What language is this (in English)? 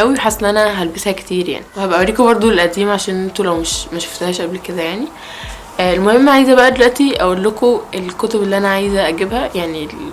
Egyptian Arabic